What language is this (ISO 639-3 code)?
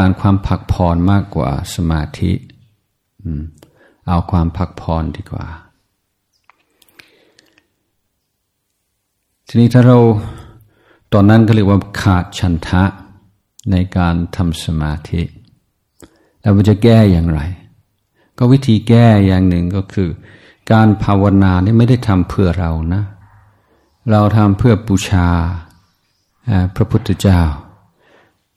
tha